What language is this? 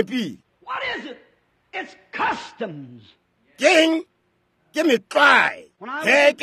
Northern Sotho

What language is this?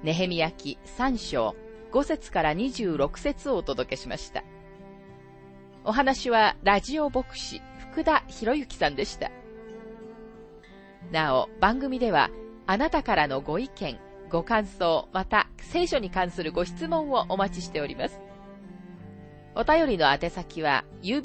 Japanese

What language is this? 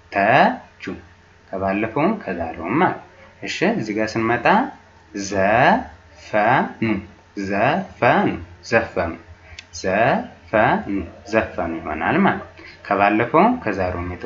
Amharic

